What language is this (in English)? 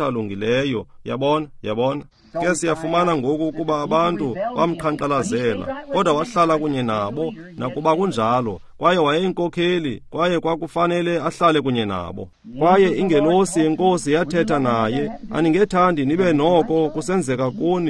Xhosa